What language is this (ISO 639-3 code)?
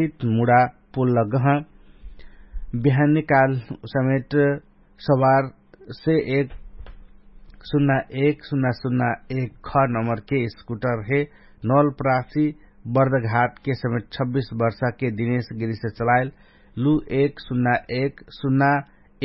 bho